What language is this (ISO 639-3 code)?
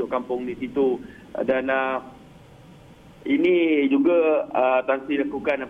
msa